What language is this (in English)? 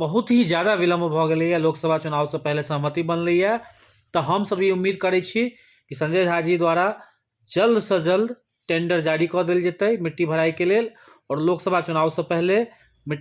Maithili